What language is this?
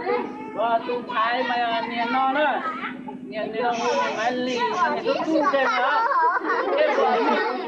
Hmong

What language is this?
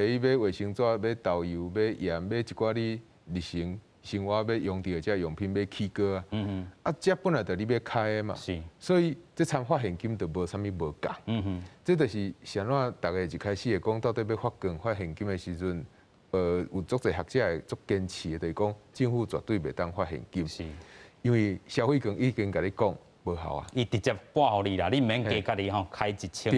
Min Nan Chinese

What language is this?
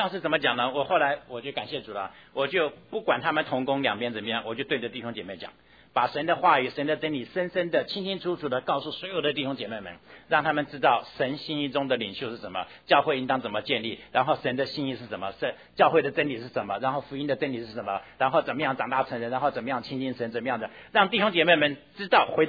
Chinese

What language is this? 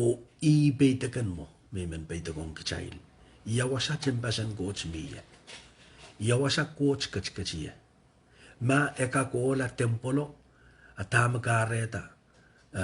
Pohnpeian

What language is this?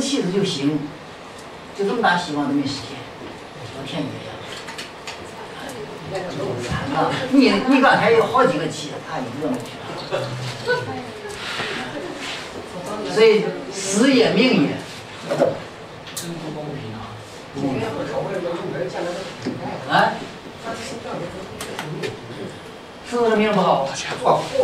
Chinese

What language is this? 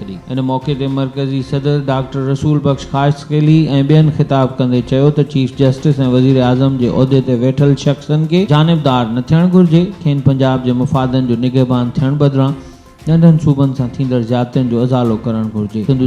Sindhi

